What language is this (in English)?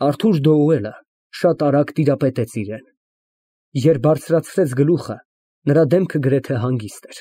Armenian